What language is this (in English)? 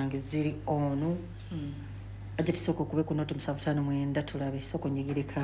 Ganda